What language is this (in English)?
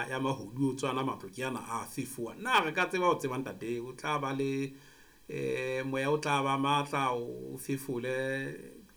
Southern Sotho